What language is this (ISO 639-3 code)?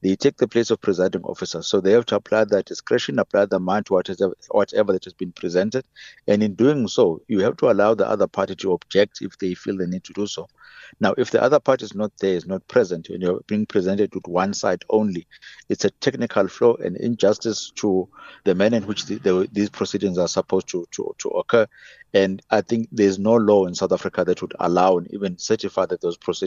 eng